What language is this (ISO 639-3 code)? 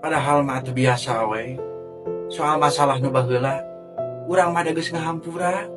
sun